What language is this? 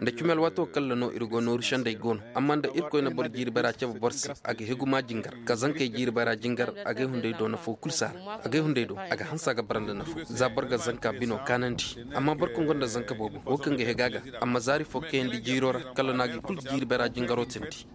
Zarma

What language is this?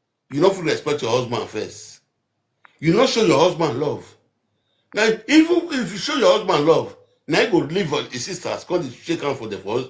Nigerian Pidgin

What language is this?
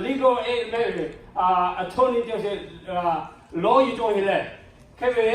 Lahu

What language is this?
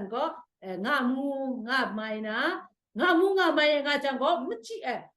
Kachin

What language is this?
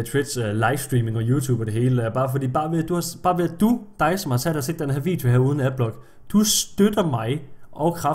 Danish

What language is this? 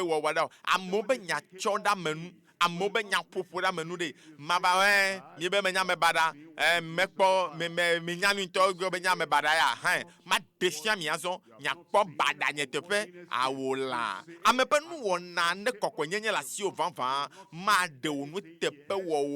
Ewe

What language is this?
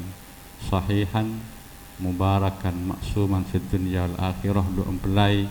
Madurese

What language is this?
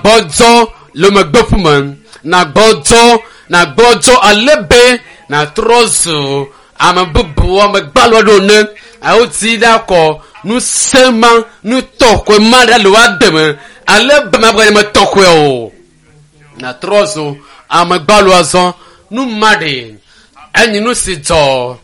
Ewe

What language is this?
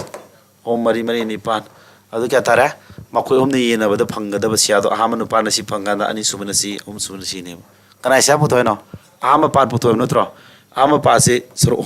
Manipuri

